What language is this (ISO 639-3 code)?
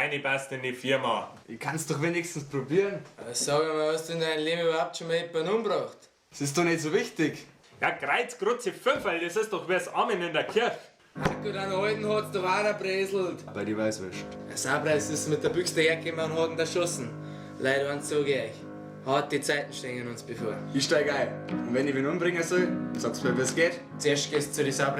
bar